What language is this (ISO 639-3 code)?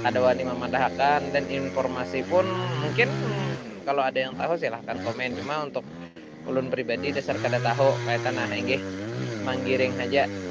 bjn